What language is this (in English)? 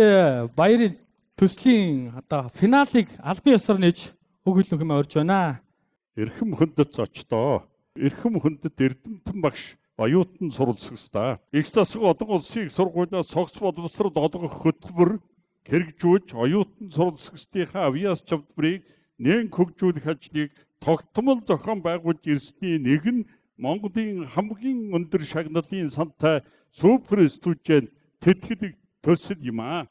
Mongolian